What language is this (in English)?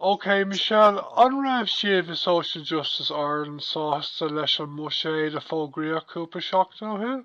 Irish